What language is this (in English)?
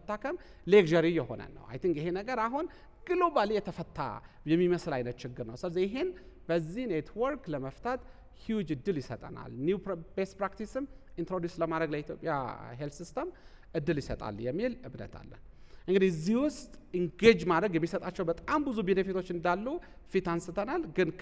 Amharic